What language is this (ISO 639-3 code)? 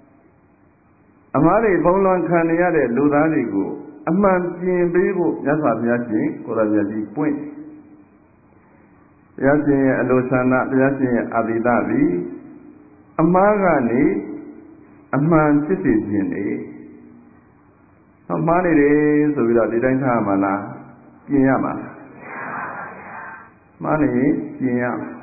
mya